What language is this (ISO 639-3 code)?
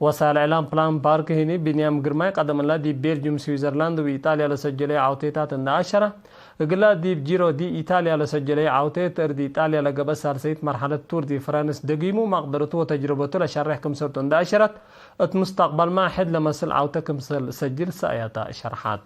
tig